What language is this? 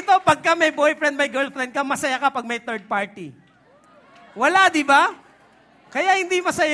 Filipino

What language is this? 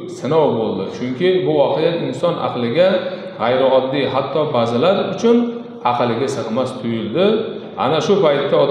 Uzbek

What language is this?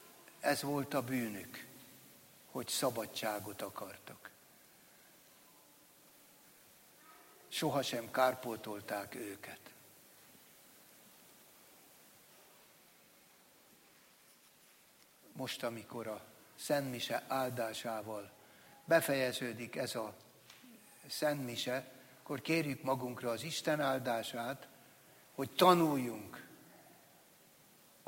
Hungarian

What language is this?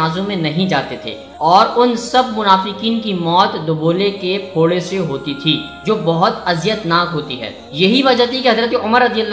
Urdu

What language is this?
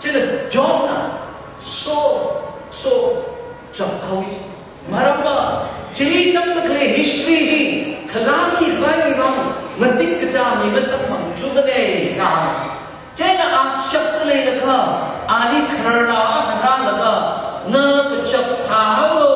Tangkhul Naga (India)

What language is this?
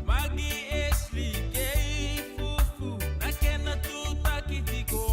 Fijian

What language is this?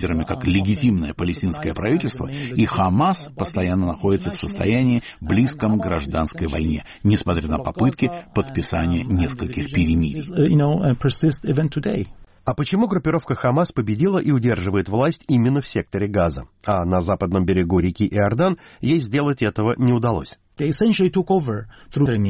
Russian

